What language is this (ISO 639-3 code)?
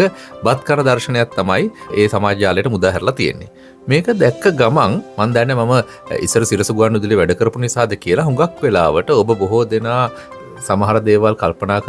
sin